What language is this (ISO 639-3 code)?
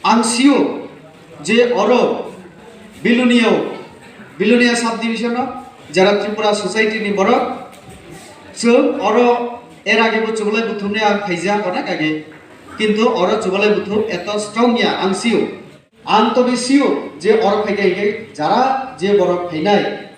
trp